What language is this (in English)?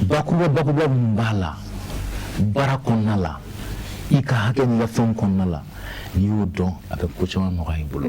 Bambara